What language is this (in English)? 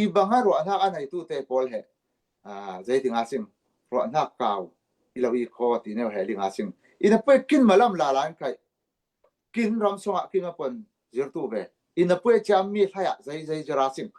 Falam Chin